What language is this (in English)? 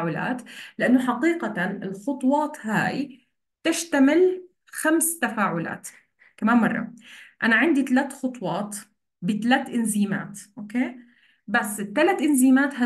South Levantine Arabic